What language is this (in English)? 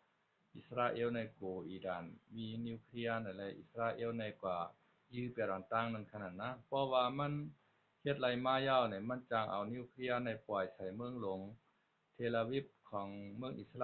Shan